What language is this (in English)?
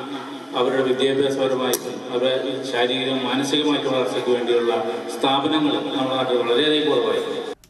Malayalam